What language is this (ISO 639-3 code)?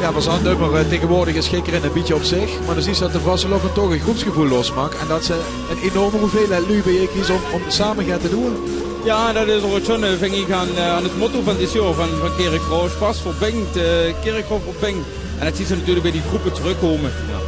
lim